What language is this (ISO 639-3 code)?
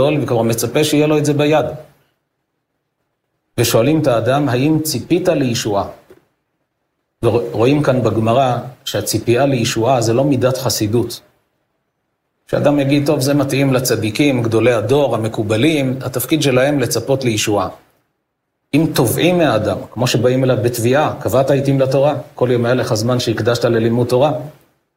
heb